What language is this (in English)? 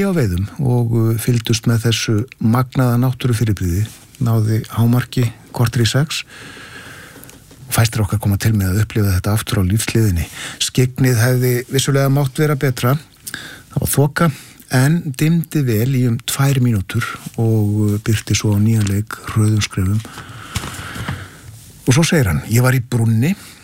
Icelandic